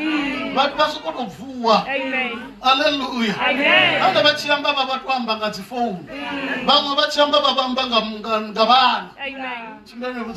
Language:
Venda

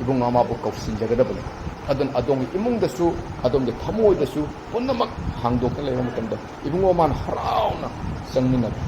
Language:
Manipuri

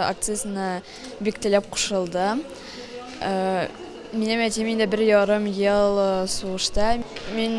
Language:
Tatar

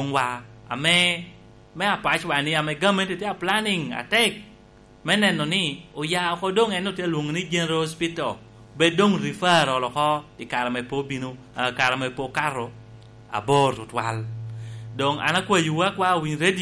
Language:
Lango (Uganda)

